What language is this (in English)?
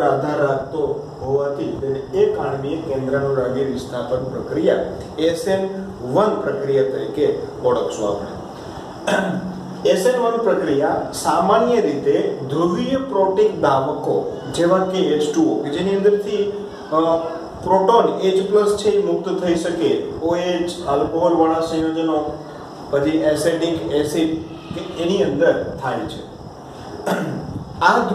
Gujarati